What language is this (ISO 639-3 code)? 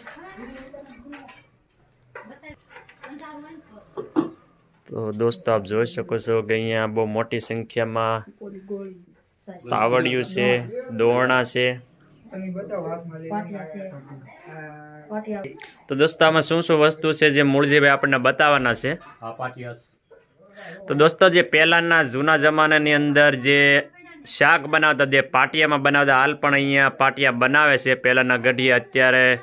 guj